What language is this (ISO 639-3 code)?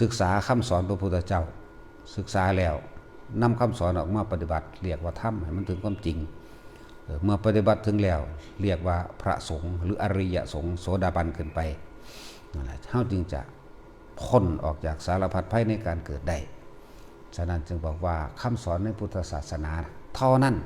tts